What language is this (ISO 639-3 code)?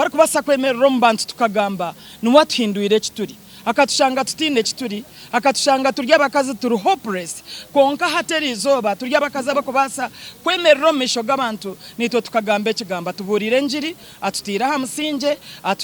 nyn